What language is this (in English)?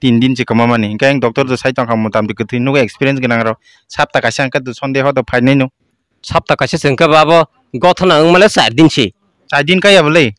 Kok Borok